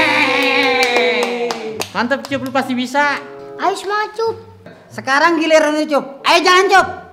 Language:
Betawi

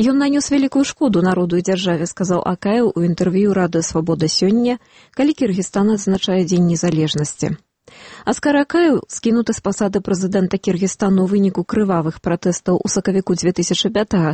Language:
Belarusian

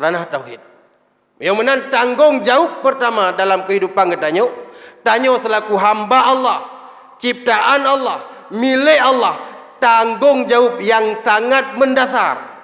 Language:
Achinese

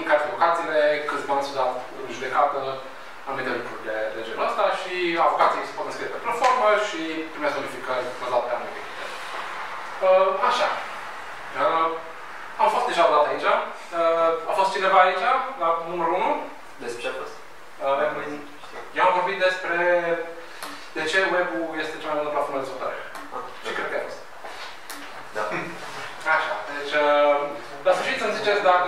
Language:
Romanian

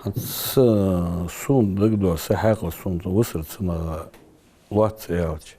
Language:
Ingush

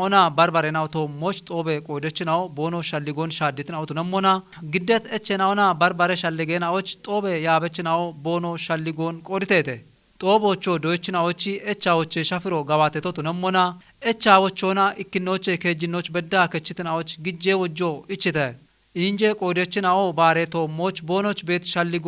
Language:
Kafa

